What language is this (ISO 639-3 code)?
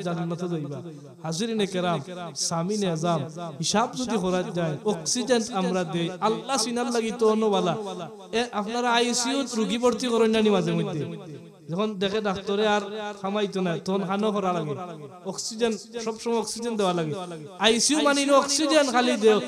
syl